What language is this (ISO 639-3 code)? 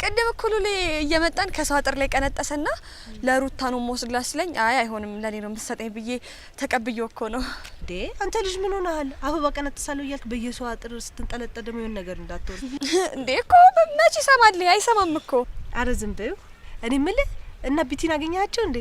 amh